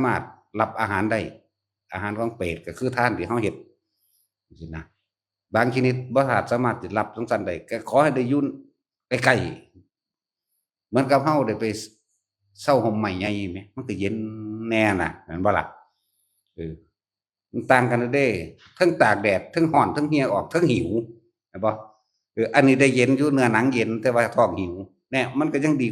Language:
Northeastern Thai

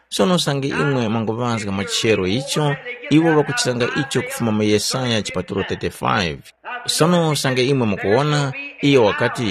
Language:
Tumbuka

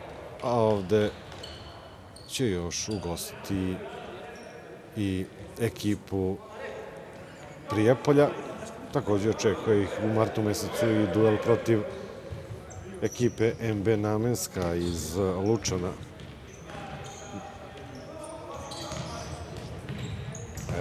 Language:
Serbian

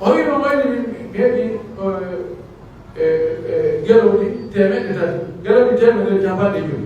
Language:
Pular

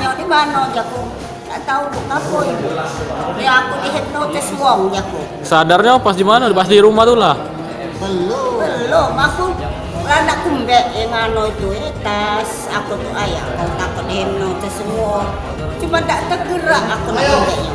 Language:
Musi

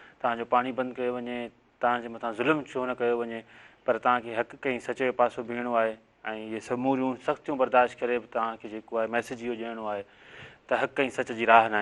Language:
Sindhi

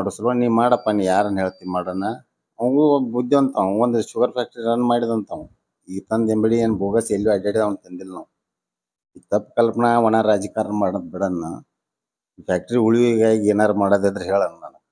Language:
Kannada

